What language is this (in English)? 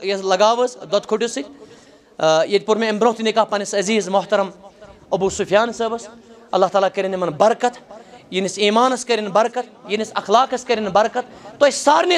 Kashmiri